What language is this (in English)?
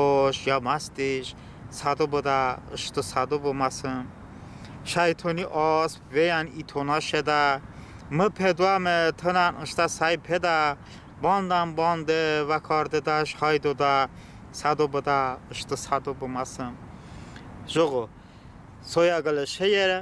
Talysh